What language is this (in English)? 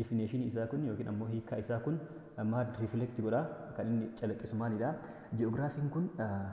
Oromo